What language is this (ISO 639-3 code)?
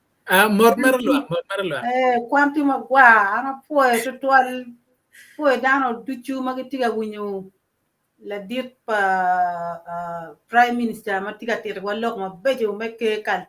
ach